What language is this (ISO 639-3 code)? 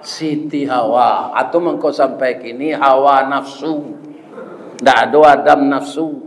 min